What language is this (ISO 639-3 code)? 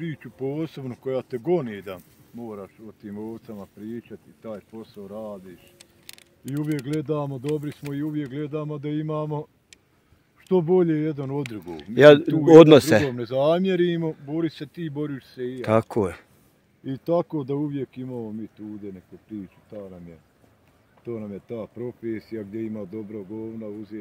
bos